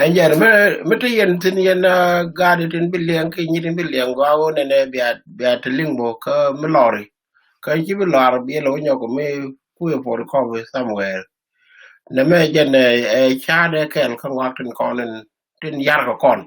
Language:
Nuer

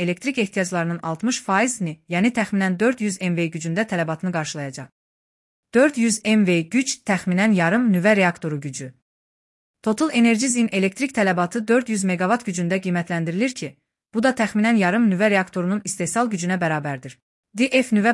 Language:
Azerbaijani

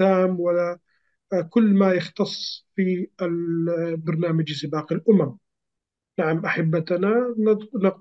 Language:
Arabic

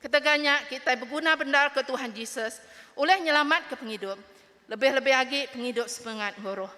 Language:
Iban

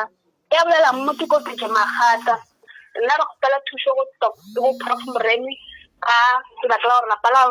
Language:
Northern Sotho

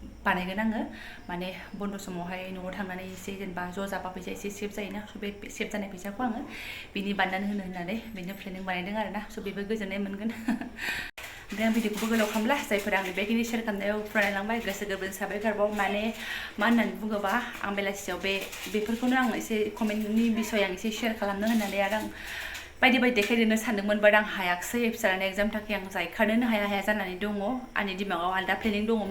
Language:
Bodo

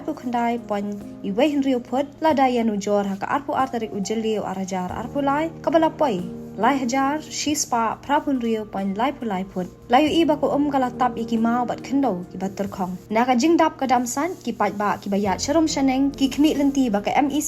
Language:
Khasi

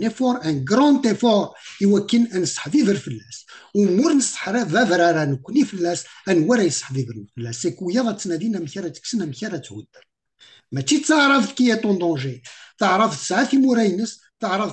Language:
Kabyle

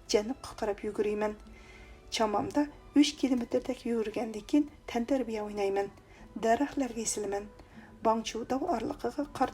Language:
Uyghur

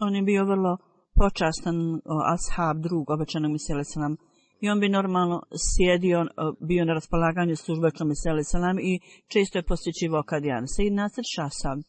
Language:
Bosnian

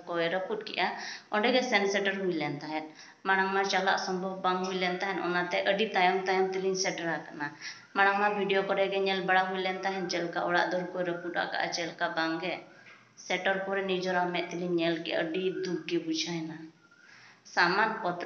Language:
Santali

